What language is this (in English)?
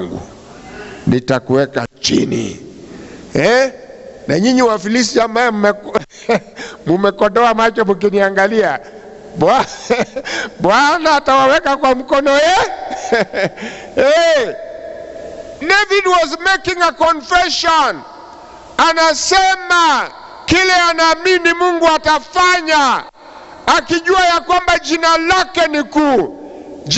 Swahili